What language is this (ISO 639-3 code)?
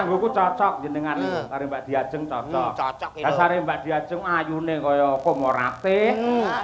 jav